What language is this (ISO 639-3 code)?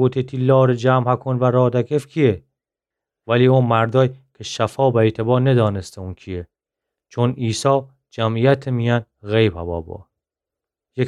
glk